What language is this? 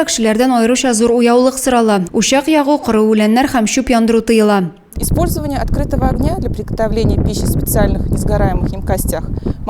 Tatar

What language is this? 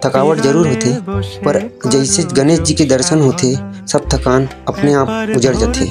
Chhattisgarhi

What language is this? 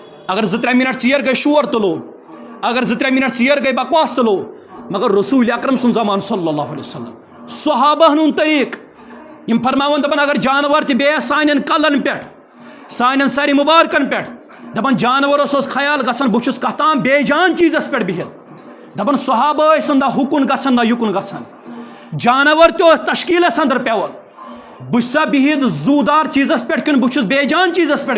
Kashmiri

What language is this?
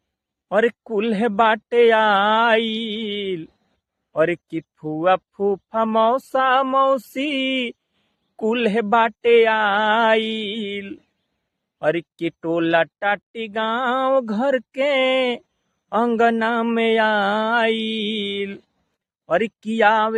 Bhojpuri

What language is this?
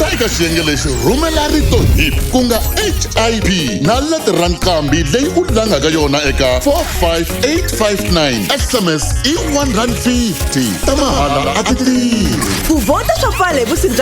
Tsonga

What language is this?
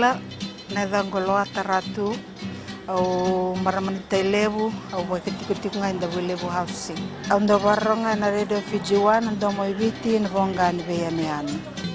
Fijian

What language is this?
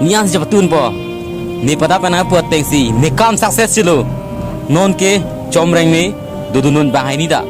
Karbi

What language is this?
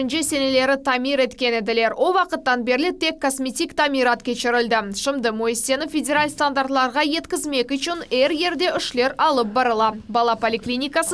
Crimean Tatar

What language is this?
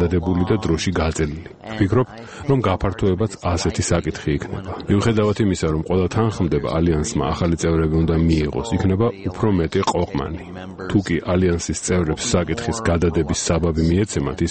Georgian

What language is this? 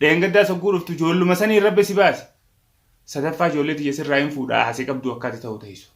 Oromo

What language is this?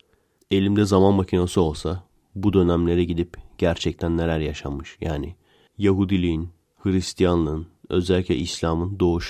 Turkish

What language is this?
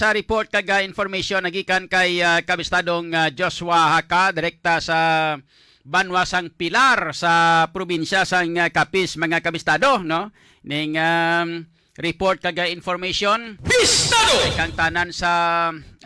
Hiligaynon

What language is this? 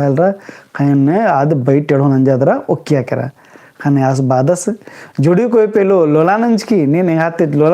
Kurukh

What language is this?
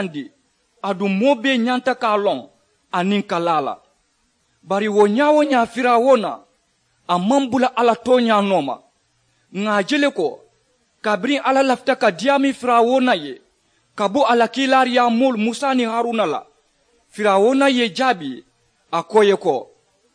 Mandingo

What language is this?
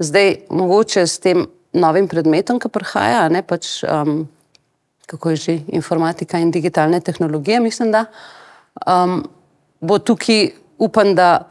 Slovenian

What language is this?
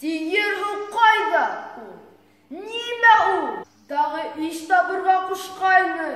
Bashkir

